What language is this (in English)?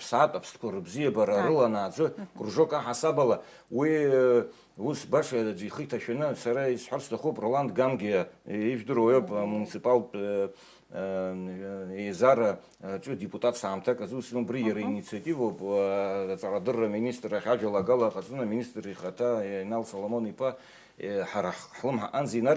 Abkhazian